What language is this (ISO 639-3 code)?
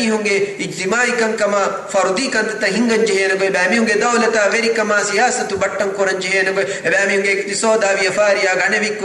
div